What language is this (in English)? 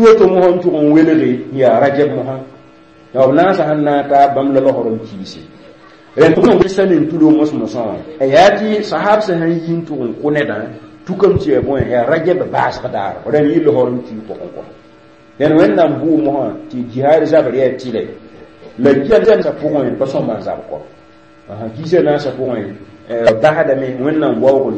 Mossi